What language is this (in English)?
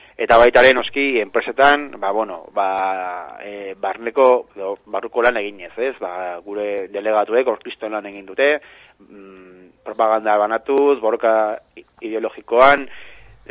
Basque